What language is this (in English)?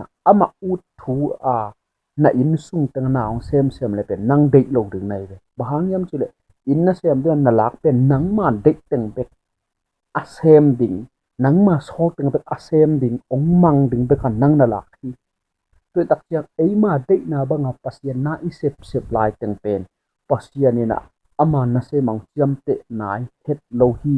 Tedim Chin